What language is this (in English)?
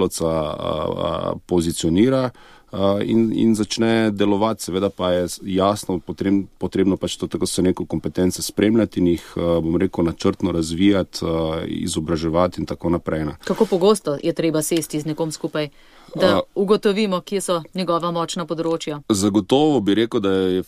Slovenian